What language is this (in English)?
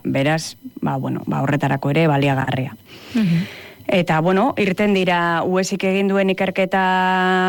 Basque